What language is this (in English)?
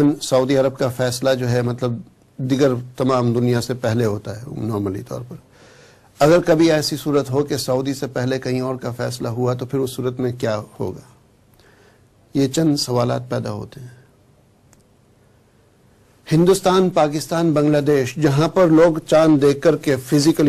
Urdu